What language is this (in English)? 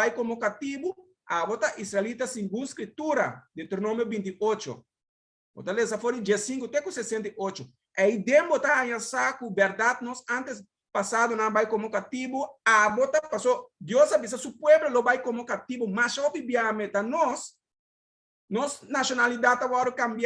Papiamento